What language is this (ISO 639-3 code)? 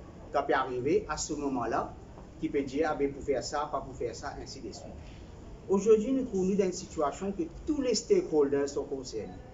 mfe